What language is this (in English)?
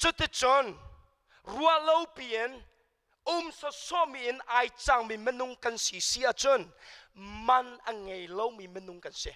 Hakha Chin